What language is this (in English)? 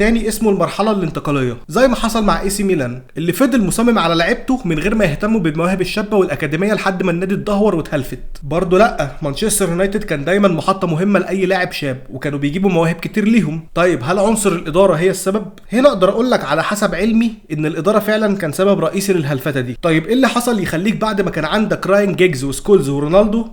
Egyptian Arabic